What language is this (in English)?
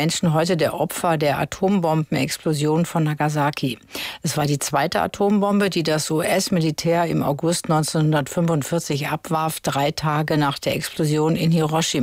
German